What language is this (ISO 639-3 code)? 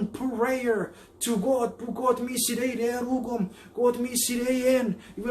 chk